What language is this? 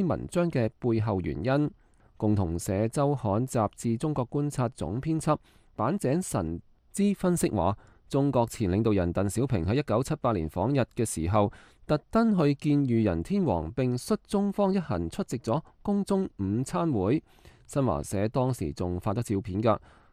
Cantonese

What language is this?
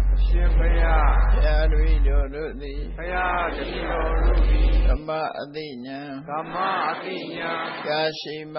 Burmese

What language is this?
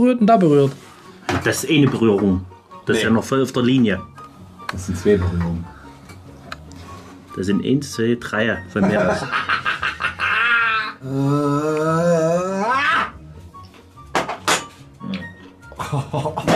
German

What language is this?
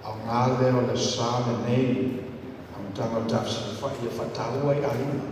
Samoan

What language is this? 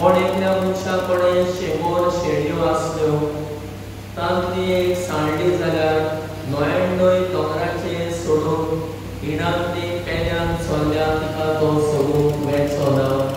Konkani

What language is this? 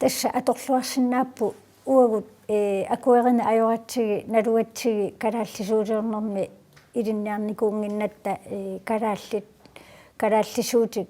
Kalaallisut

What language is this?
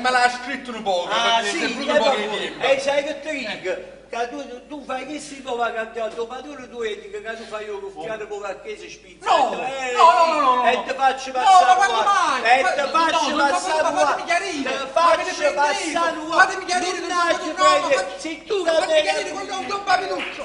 Neapolitan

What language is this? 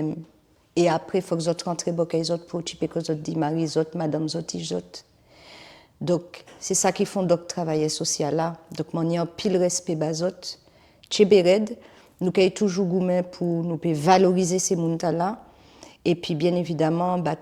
Guadeloupean Creole French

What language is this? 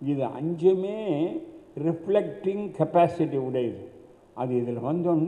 Tamil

